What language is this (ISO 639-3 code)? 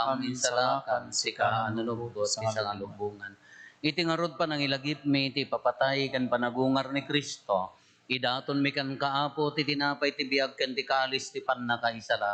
ilo